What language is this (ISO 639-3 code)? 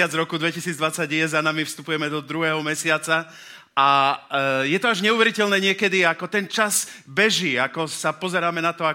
slk